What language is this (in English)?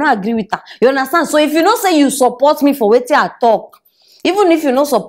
Nigerian Pidgin